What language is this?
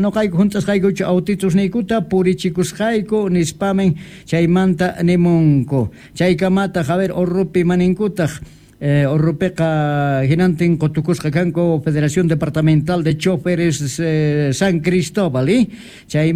South Bolivian Quechua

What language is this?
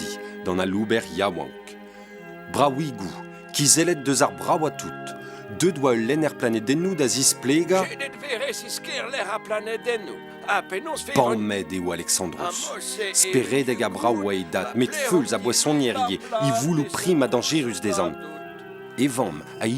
Breton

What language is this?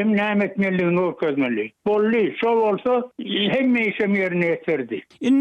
Turkmen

